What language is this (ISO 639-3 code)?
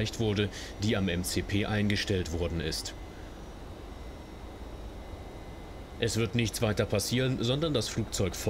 deu